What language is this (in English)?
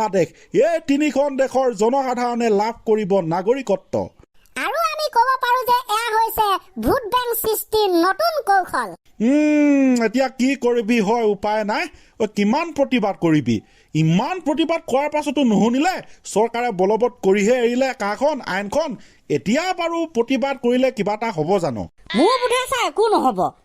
Assamese